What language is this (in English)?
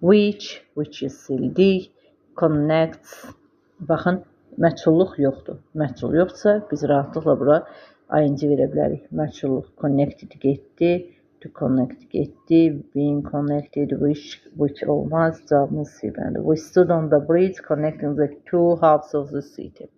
Azerbaijani